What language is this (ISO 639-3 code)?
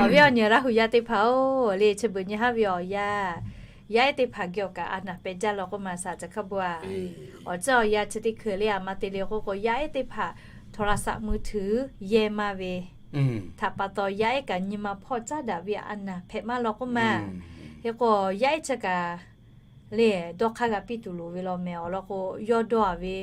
lhu